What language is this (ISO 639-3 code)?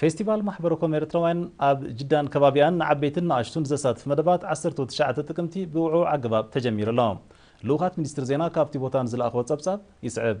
tir